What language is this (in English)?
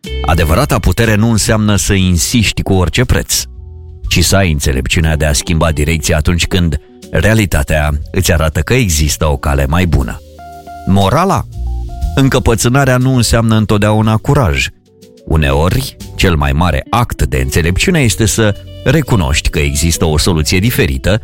Romanian